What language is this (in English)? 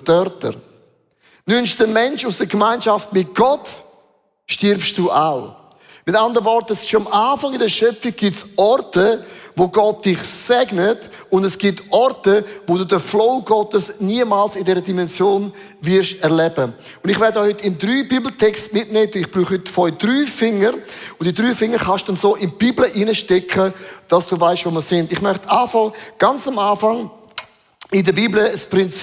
Swiss German